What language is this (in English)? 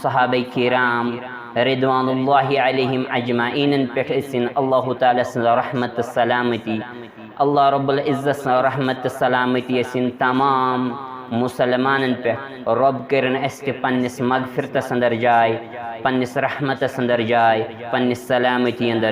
Kashmiri